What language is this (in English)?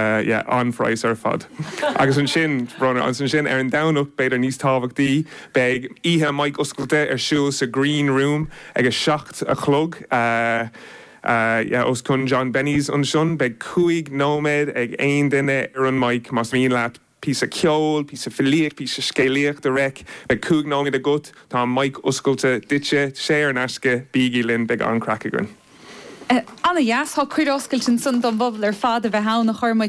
Irish